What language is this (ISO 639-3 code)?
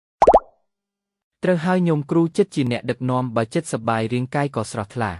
khm